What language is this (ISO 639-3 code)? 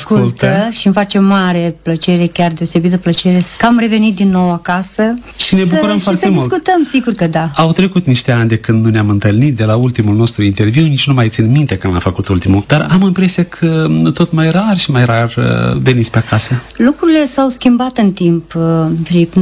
ron